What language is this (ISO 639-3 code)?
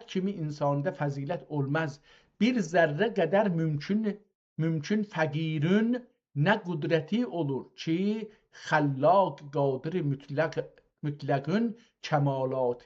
azb